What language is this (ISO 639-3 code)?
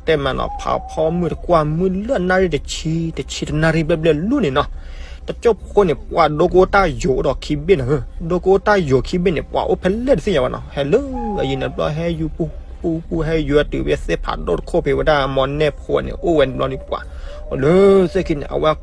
ksw